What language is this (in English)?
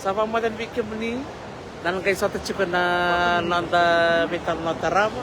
Fijian